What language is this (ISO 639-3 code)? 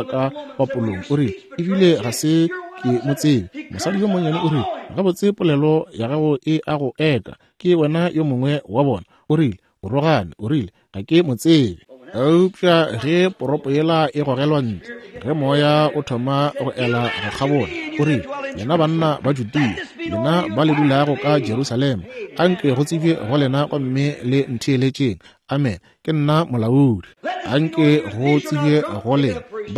nso